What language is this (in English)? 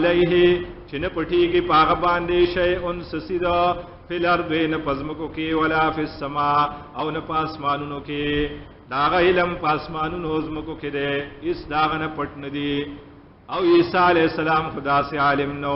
Pashto